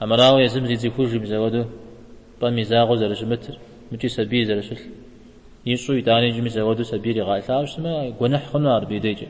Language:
Kabardian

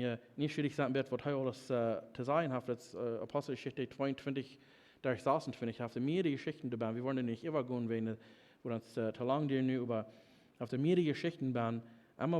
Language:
Plautdietsch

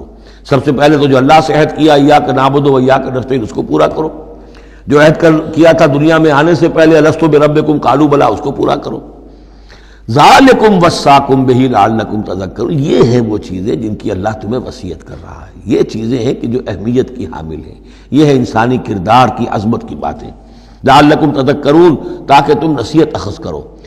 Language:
Urdu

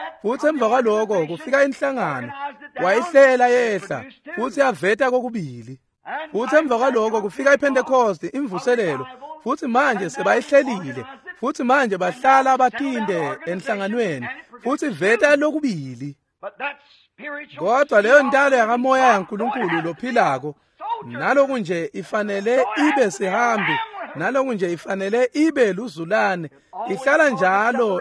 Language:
Swati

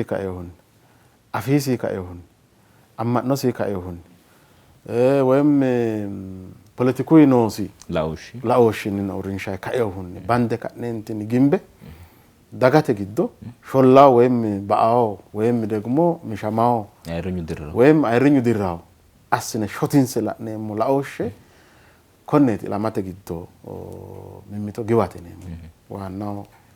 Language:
Sidamo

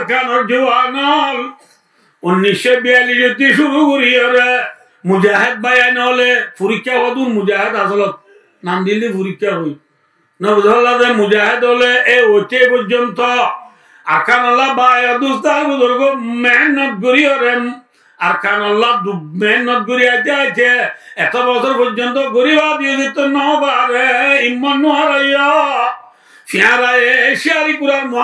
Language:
Rohingya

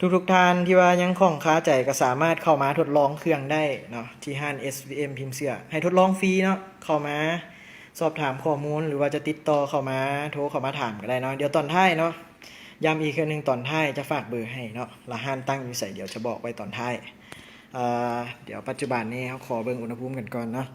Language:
Lao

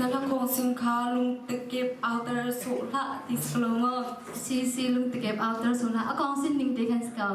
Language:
Hakha Chin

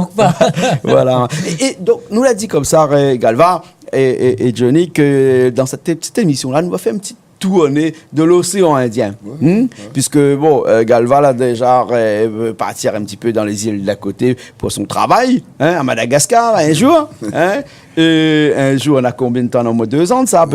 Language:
Réunion Creole French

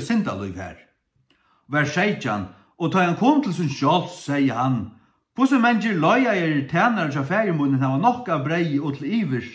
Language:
Faroese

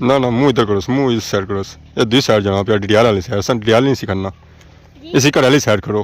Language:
Pahari-Potwari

